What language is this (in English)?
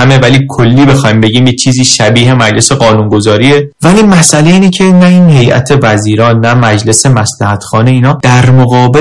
Persian